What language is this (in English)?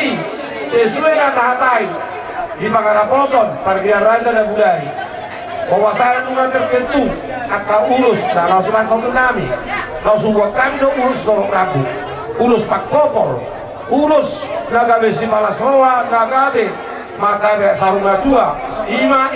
Batak Toba